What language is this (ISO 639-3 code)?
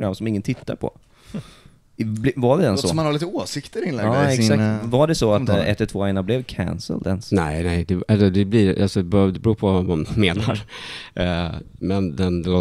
swe